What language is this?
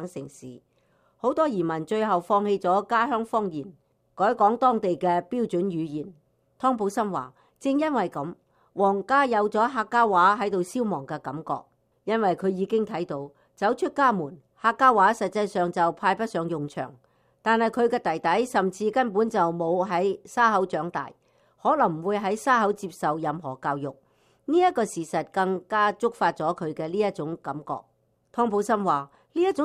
Cantonese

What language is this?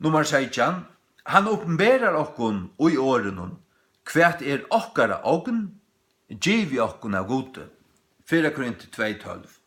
Faroese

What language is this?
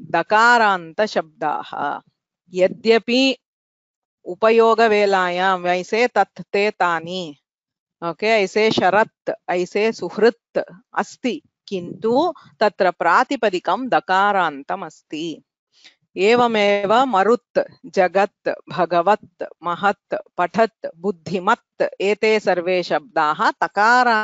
Sanskrit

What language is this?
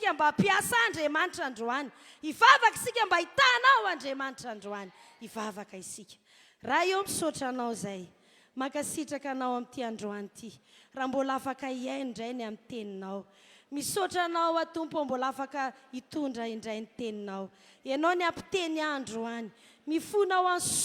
Malagasy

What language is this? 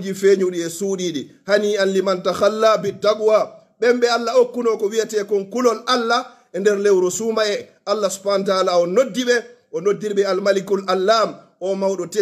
Pular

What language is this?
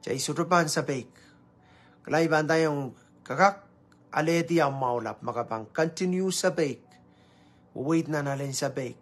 Pohnpeian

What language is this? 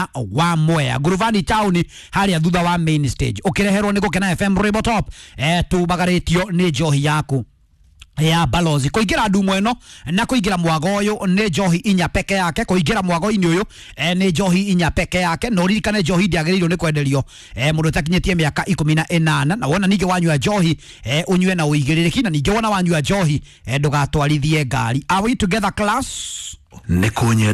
Kikuyu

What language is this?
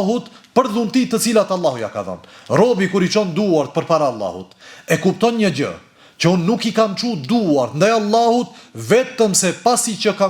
Albanian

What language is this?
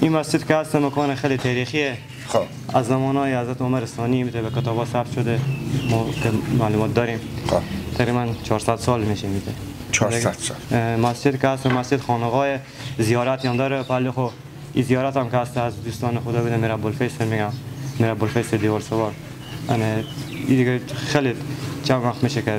Persian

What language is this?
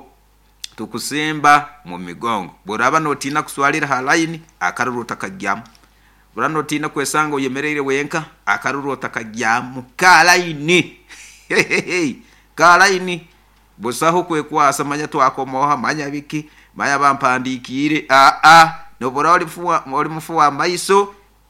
Nyoro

